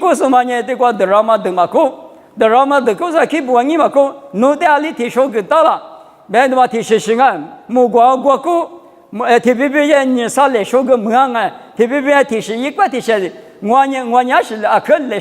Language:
Lisu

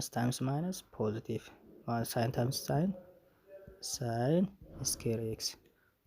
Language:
Oromo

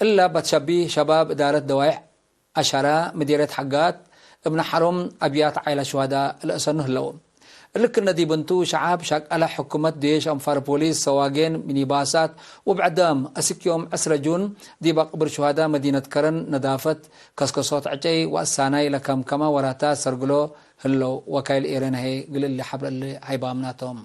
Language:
Tigre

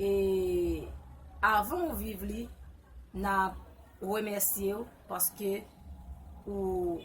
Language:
Haitian Creole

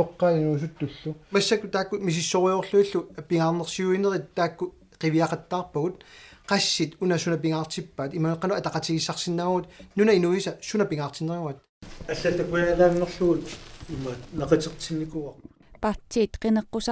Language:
Kalaallisut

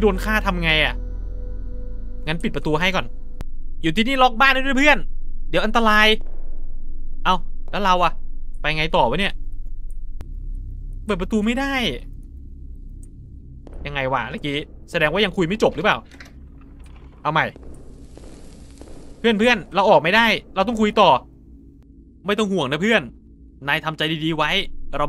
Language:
Thai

